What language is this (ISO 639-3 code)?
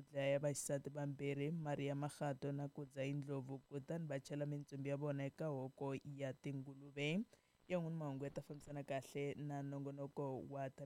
tso